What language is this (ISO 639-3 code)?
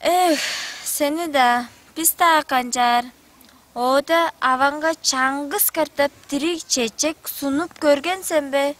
tyv